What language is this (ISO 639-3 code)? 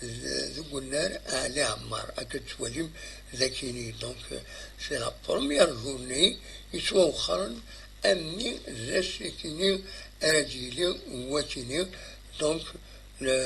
kab